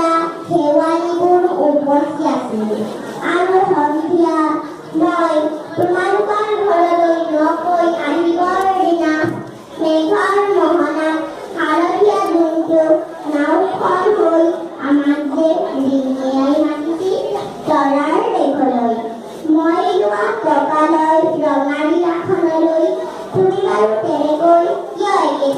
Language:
Assamese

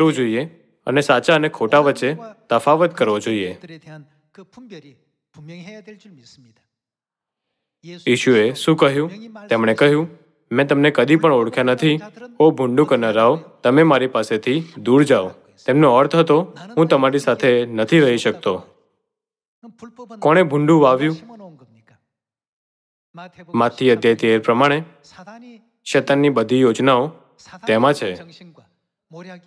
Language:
Gujarati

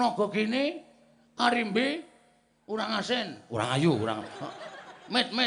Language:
Javanese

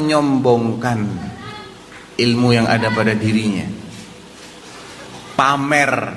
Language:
Indonesian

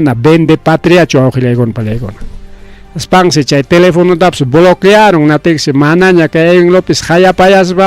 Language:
Ayacucho Quechua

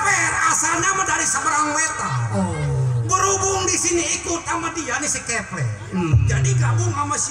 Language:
Betawi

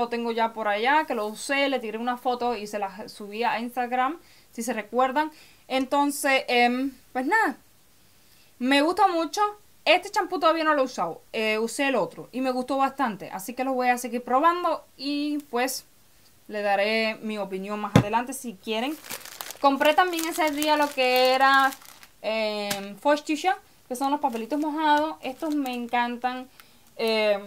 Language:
Spanish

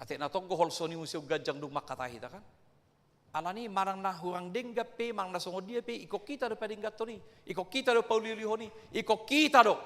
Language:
Batak Toba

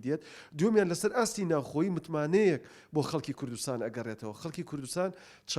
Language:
Central Kurdish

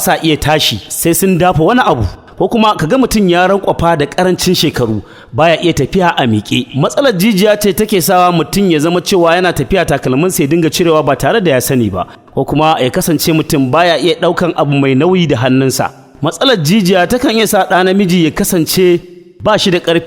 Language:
Hausa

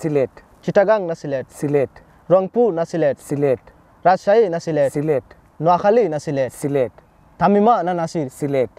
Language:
Sylheti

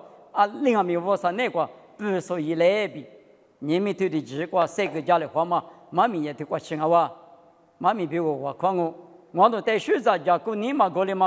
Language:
Lisu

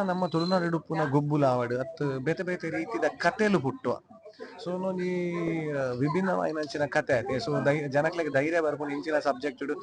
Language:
Tulu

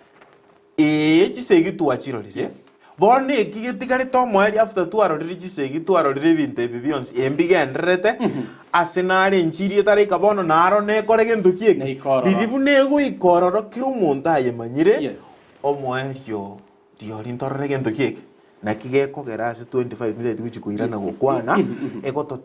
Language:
Gusii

